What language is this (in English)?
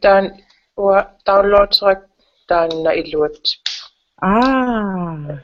Kalaallisut